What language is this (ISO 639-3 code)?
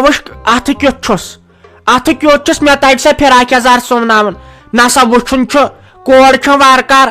kas